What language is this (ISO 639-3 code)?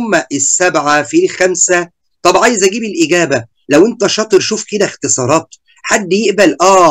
arz